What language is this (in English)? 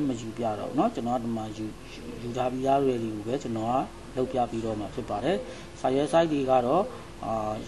Burmese